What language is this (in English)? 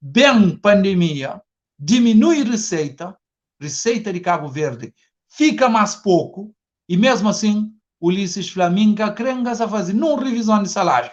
Kabuverdianu